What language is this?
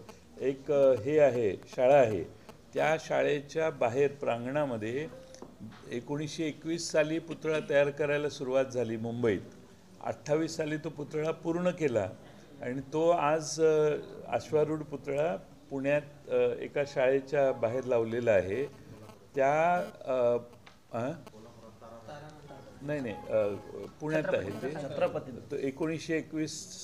Marathi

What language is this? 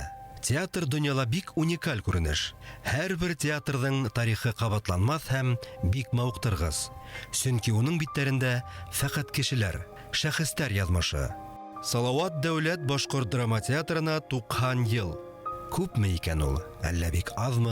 Bashkir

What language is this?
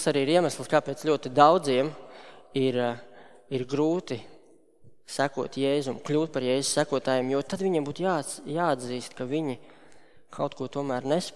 Latvian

